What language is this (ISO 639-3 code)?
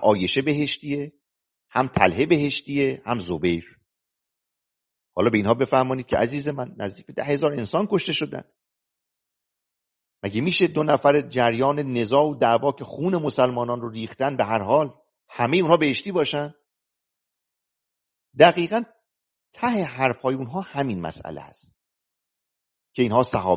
fas